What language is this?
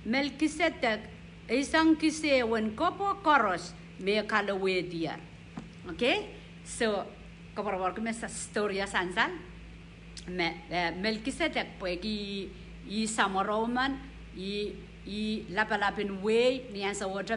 Pohnpeian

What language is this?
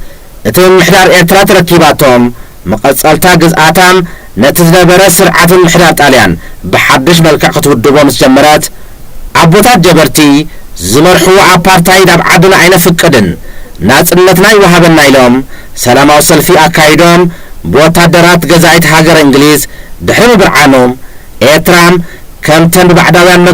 Tigrinya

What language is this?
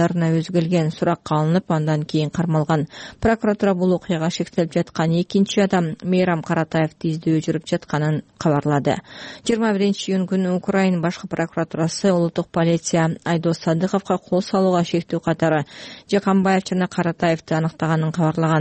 Kyrgyz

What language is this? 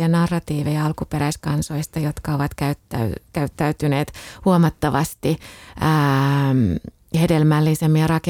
Finnish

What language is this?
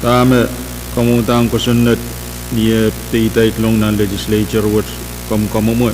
Pohnpeian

